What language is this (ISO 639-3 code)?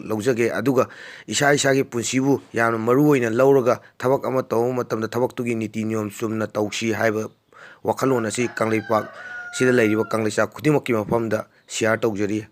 mni